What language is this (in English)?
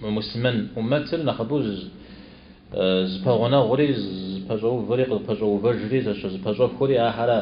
Kabardian